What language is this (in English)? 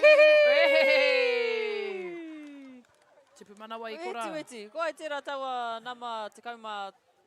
Māori